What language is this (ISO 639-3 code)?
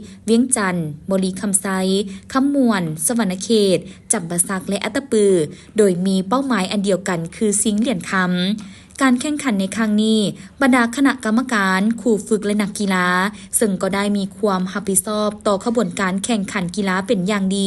lao